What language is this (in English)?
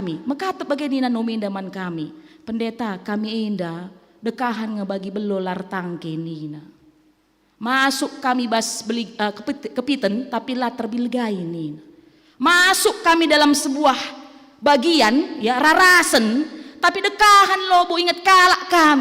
Batak Karo